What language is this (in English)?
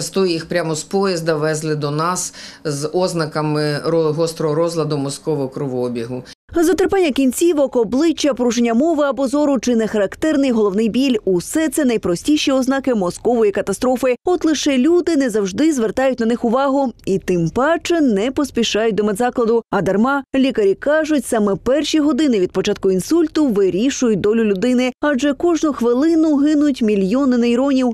Ukrainian